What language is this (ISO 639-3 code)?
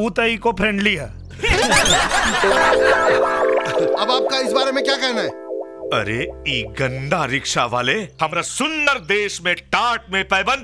bho